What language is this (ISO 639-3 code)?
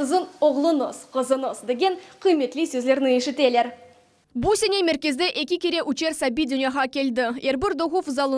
crh